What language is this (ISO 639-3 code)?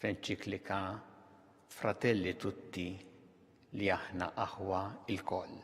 mlt